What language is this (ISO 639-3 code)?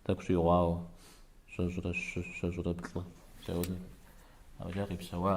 kbd